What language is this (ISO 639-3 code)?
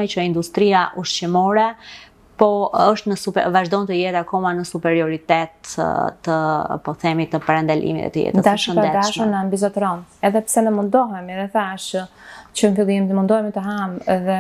sqi